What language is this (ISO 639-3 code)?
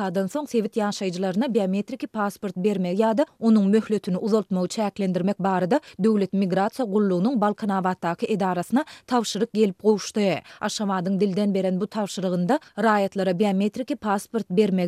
tuk